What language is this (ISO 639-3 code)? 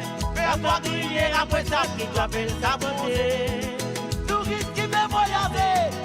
mfe